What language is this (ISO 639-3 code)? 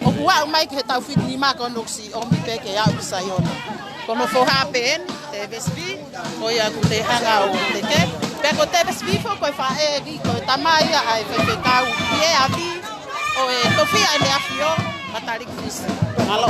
ton